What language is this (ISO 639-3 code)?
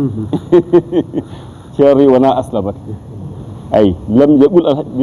ful